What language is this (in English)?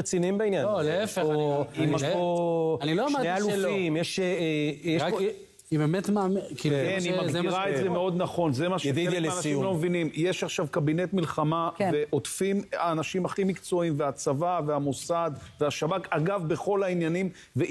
Hebrew